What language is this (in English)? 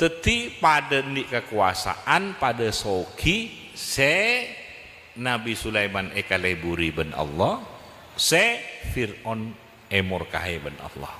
Madurese